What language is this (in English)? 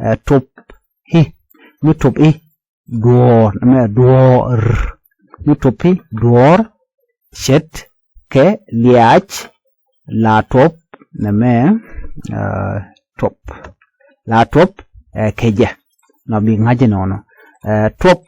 Nuer